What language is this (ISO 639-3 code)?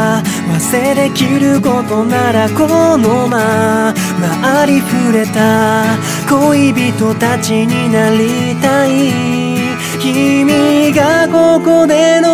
jpn